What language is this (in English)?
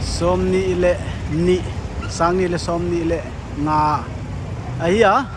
Paite Chin